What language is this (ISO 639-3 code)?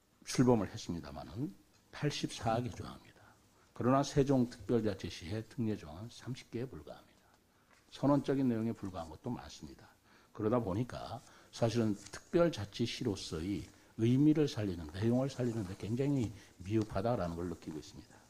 kor